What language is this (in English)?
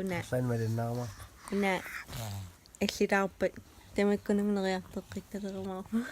Kalaallisut